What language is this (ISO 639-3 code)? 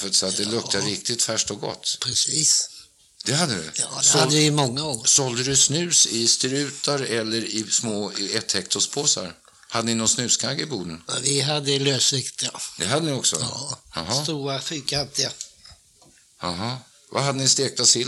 swe